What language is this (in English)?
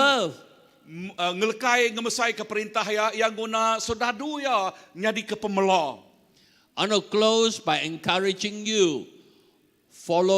Iban